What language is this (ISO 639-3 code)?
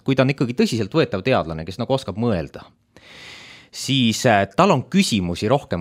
est